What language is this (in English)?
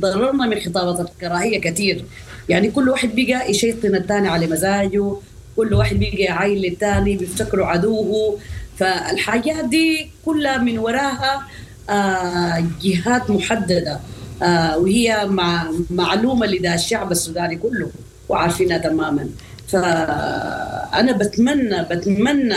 Sudanese Arabic